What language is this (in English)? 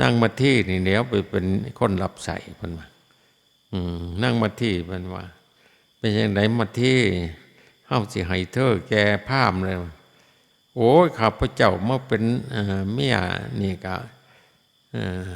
Lao